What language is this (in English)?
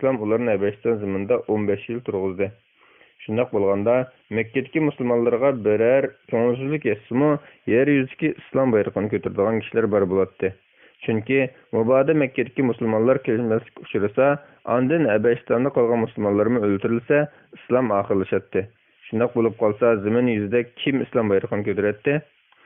Uyghur